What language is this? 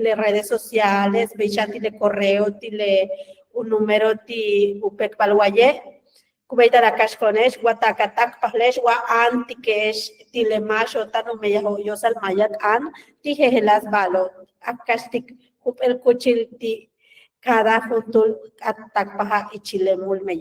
Yucateco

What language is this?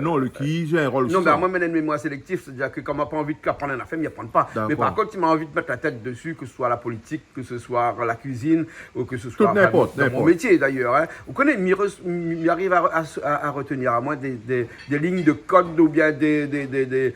Réunion Creole French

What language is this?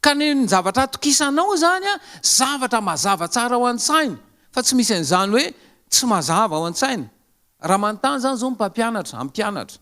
Malagasy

